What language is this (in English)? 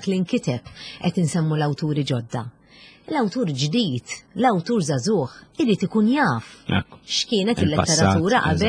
Maltese